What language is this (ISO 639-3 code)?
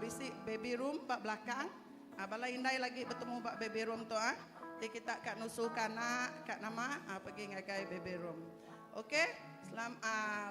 iba